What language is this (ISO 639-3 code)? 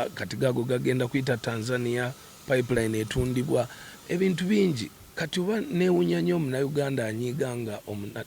lug